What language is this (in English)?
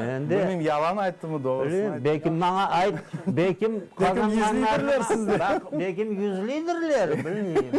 Crimean Tatar